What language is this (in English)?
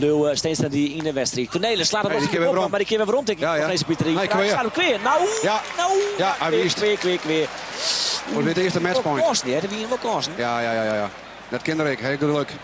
Western Frisian